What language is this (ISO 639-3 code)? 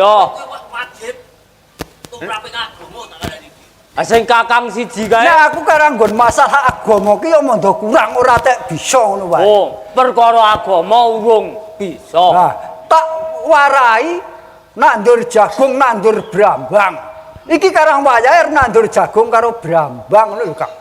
jav